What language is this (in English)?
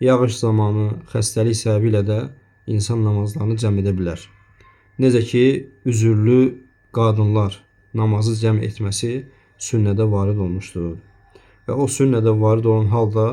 Azerbaijani